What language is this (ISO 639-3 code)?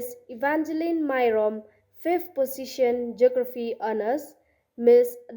kha